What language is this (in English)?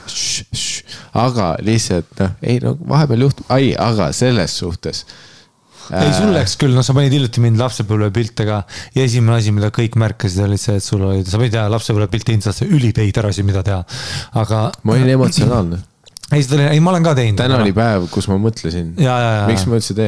Estonian